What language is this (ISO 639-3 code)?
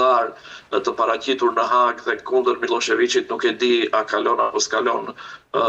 sqi